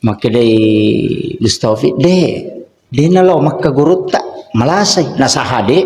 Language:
Buginese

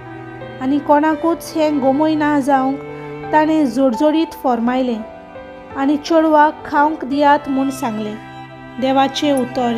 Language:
Konkani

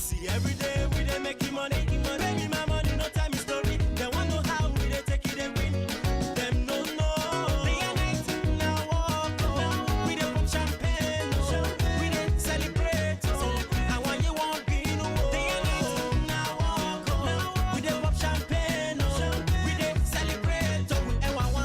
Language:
Nigerian Pidgin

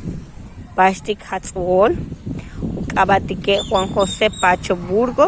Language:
Yucateco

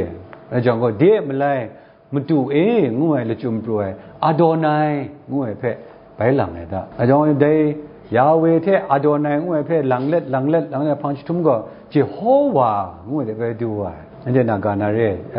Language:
Kachin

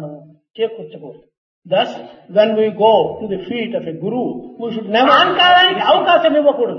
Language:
Telugu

